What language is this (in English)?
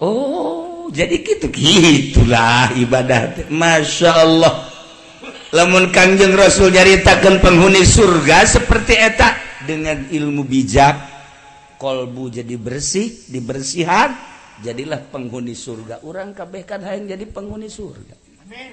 Sundanese